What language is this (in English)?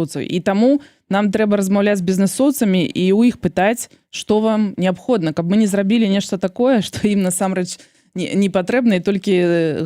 Belarusian